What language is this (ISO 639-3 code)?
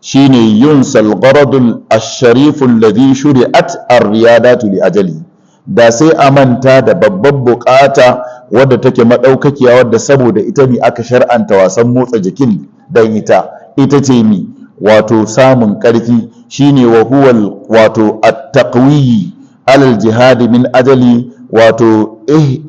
hau